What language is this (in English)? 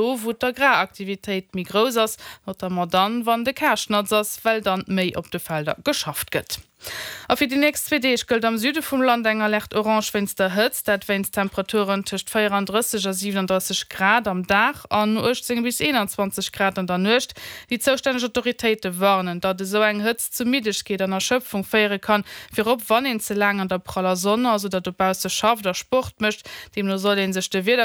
Luxembourgish